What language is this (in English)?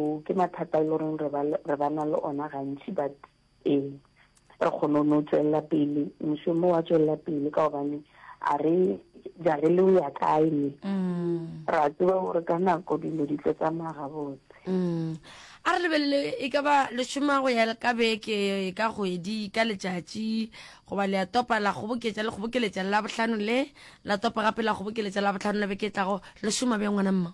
Northern Sotho